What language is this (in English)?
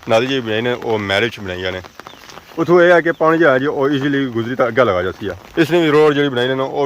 Pahari-Potwari